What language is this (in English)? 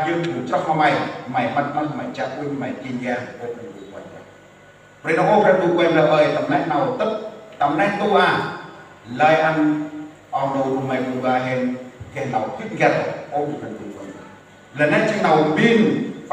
Central Mnong